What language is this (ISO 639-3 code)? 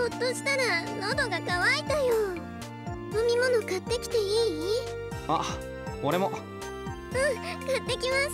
jpn